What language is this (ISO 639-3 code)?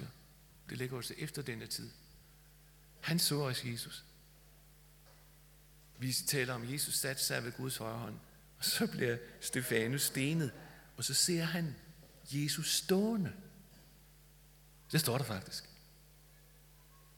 dan